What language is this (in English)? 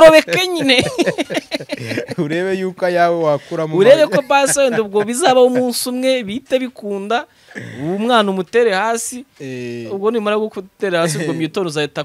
Kinyarwanda